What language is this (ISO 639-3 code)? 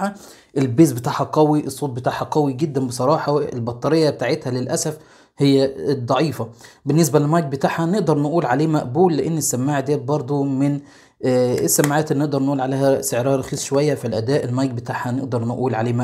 arz